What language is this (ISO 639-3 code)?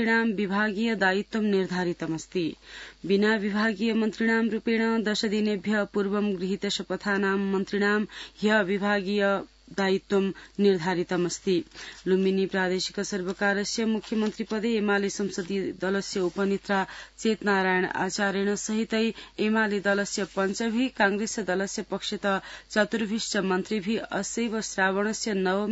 san